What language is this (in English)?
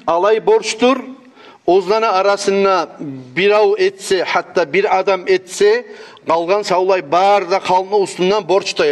Kumyk